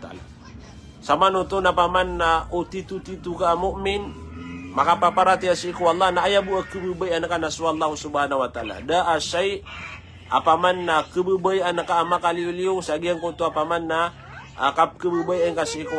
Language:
Maranao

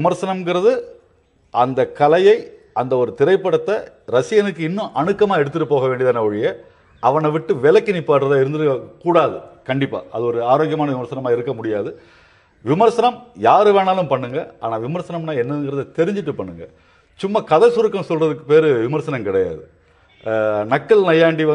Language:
Tamil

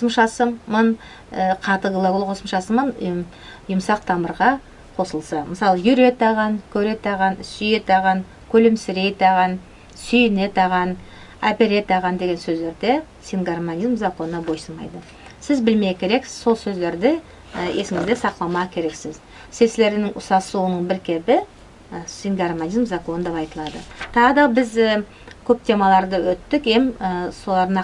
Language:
Nogai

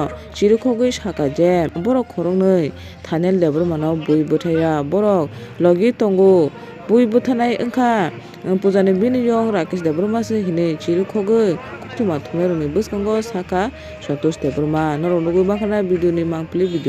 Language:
Kok Borok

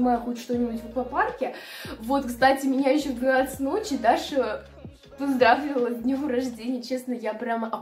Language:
Russian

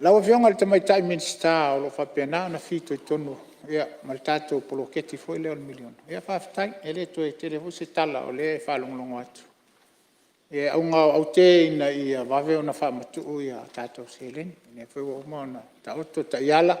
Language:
Samoan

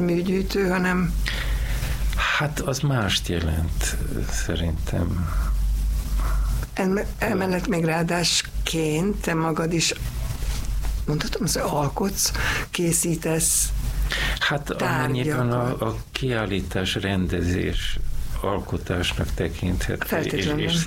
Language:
Hungarian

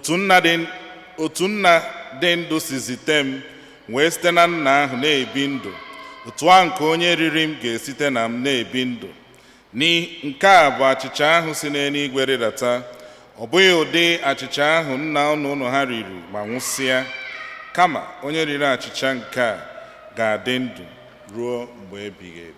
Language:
Igbo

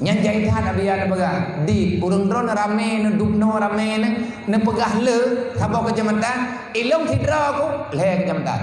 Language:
Achinese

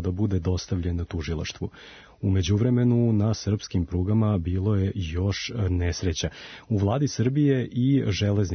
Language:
Serbian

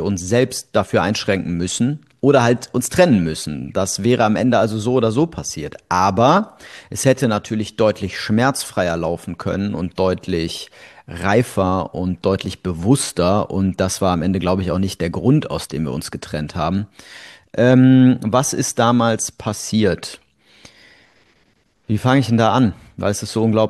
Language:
German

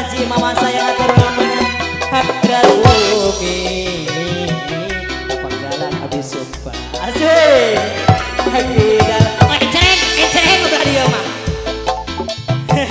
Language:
Sundanese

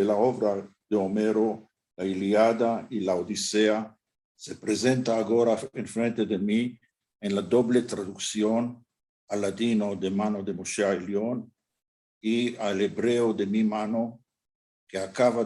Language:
Ladino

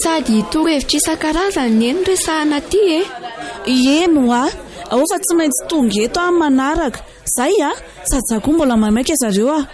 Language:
Malagasy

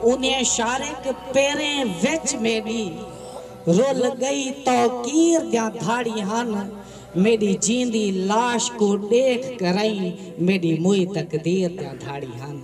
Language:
Saraiki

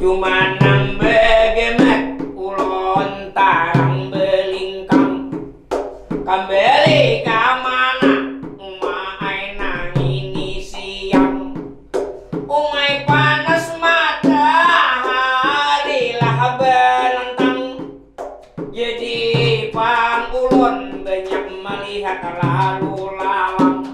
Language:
Banjar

